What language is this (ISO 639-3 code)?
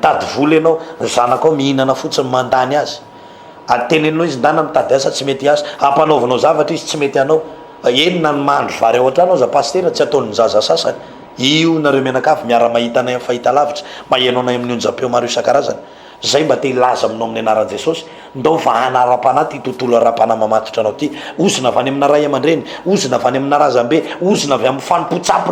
mlg